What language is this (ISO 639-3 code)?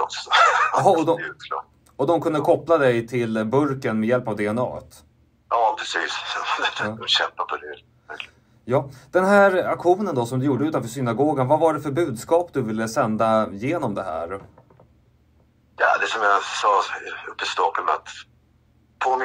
swe